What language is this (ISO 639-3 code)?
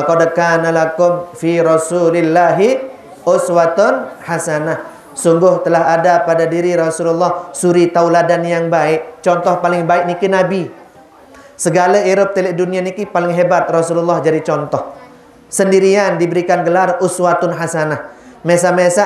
sas